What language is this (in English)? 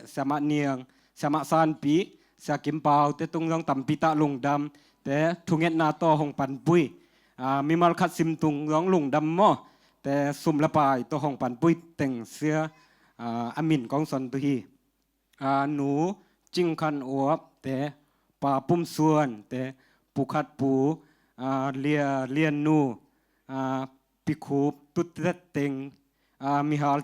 Tedim Chin